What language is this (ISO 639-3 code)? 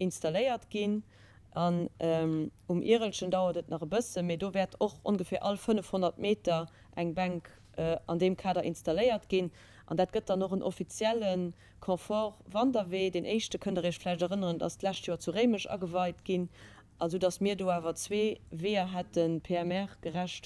ltz